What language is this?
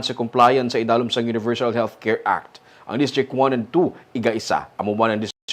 Hiligaynon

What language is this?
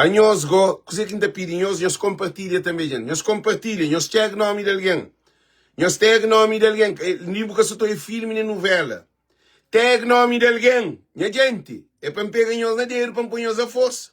Kabuverdianu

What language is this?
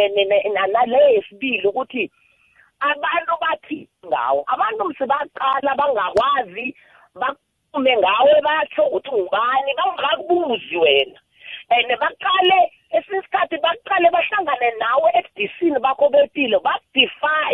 South Ndebele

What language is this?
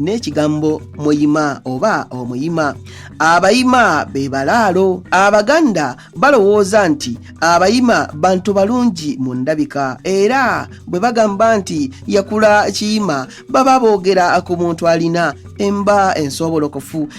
Ganda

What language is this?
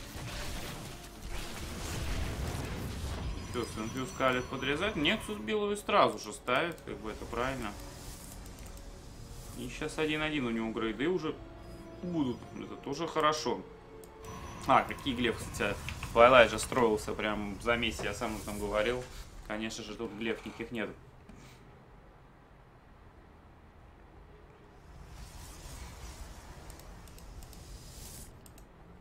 Russian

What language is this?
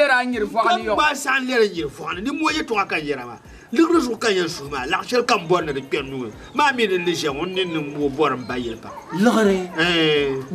Dagbani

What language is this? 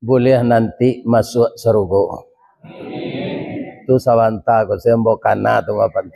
Minangkabau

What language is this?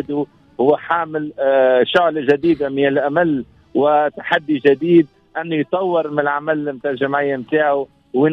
Tunisian Arabic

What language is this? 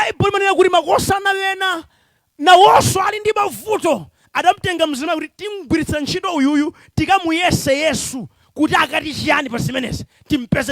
Nyanja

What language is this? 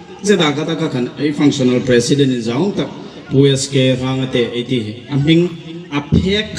Hmar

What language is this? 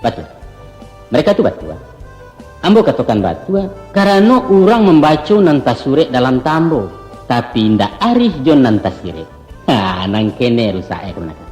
Minangkabau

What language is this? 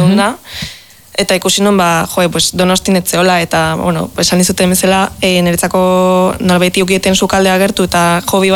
Basque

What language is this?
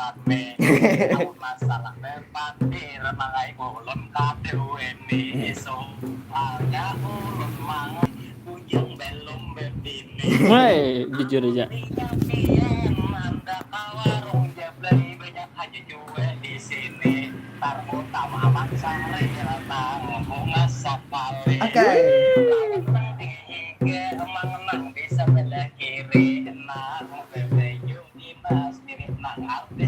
Banjar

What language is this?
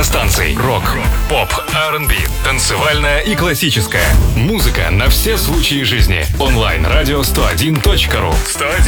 Russian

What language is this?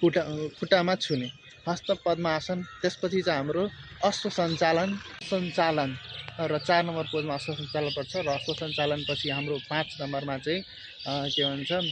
Nepali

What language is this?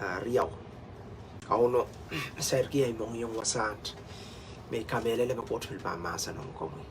Pohnpeian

